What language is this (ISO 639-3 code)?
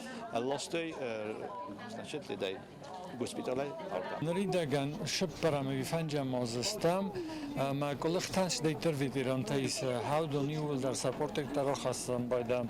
oss